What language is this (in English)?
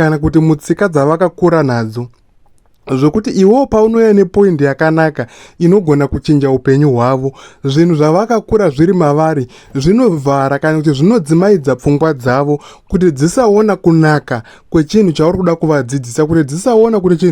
Shona